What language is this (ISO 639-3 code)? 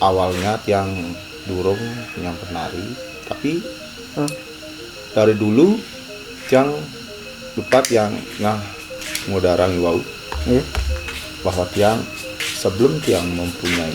ban